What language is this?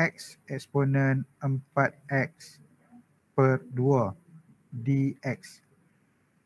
Malay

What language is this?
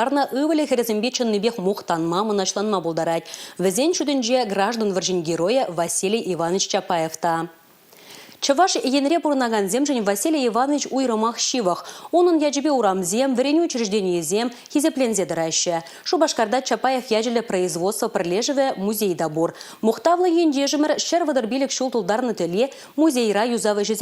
Chuvash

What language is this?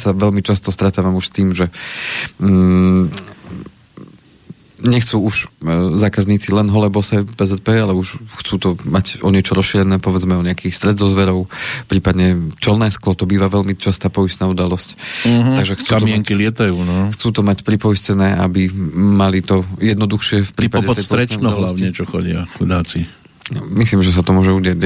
Slovak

